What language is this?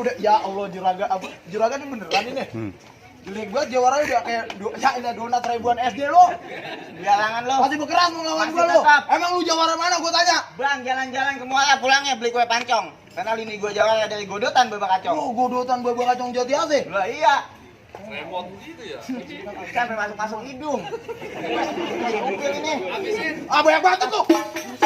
Betawi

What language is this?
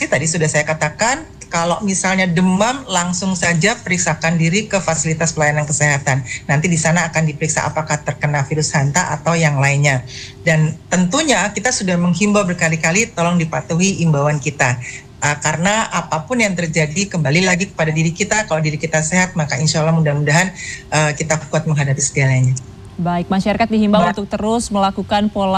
Indonesian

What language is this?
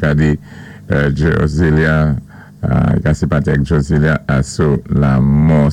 Saint Lucian Creole French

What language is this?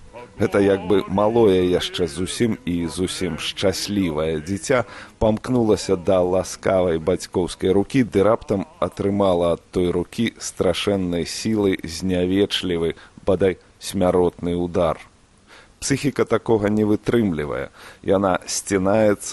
Belarusian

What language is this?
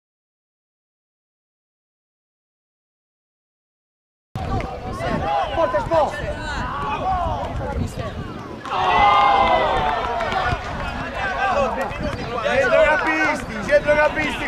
Italian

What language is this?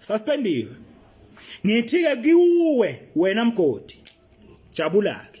Zulu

